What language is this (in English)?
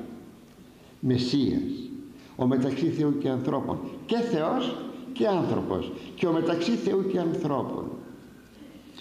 Greek